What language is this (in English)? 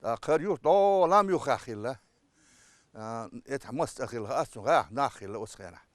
Chechen